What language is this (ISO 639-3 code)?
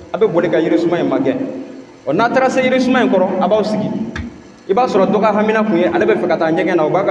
bam